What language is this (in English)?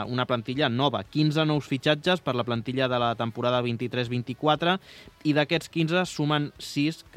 Catalan